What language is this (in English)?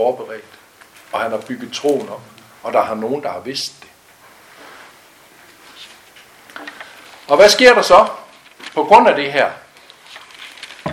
Danish